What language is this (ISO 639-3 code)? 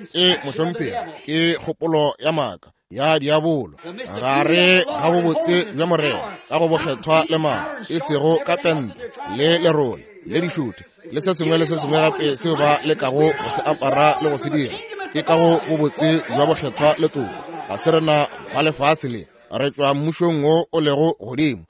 nso